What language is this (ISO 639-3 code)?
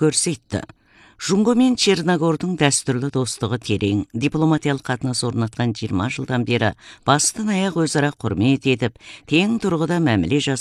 kaz